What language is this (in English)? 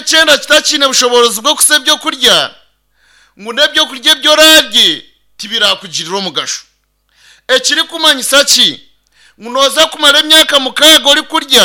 Nyankole